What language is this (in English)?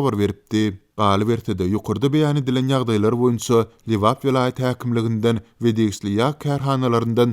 Turkmen